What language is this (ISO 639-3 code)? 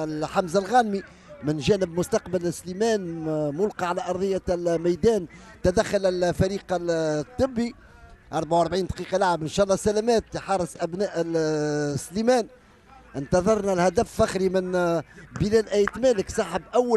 aeb